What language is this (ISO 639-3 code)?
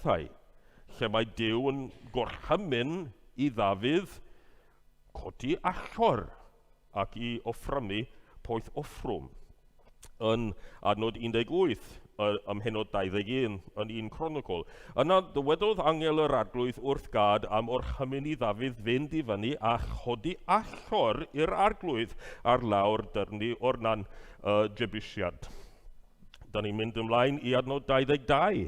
cym